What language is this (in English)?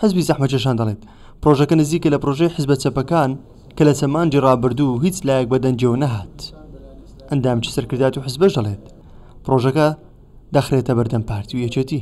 Central Kurdish